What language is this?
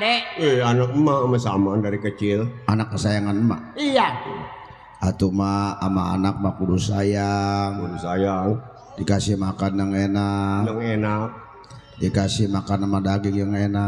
Betawi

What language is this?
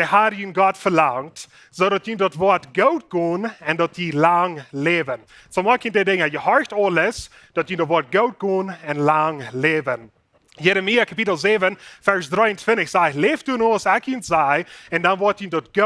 Plautdietsch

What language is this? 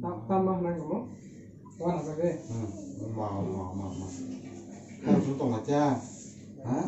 Kok Borok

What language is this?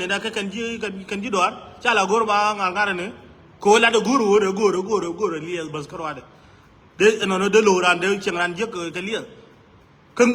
Nuer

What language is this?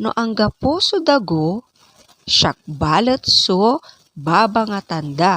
Pangasinan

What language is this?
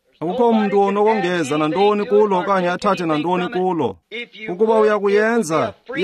Xhosa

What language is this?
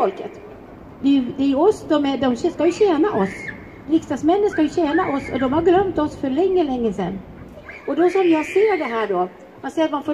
Swedish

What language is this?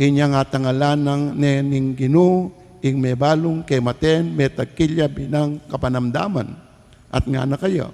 Pampanga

